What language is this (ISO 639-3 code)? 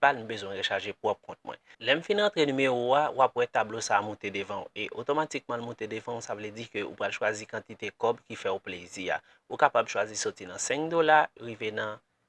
hat